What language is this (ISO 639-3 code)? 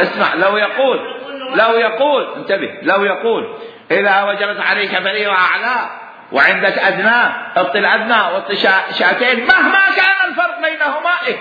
acm